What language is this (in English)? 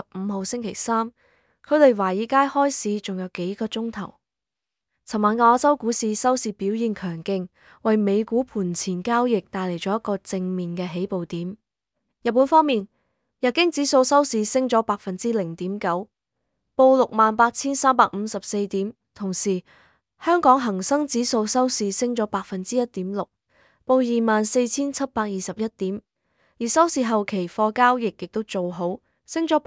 Cantonese